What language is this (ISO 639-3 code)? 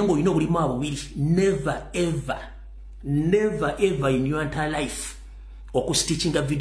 lug